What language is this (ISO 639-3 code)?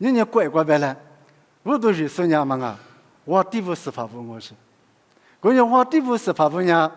lis